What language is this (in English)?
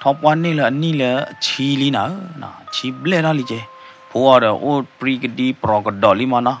S'gaw Karen